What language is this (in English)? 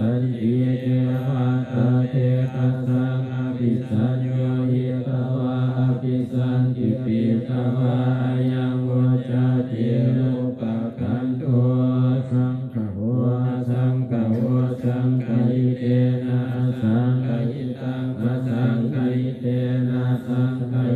Pali